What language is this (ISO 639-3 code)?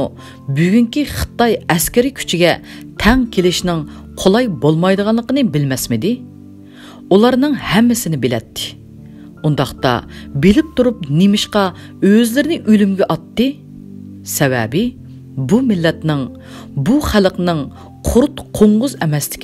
uig